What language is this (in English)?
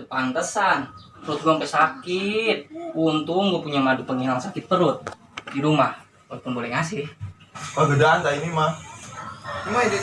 Betawi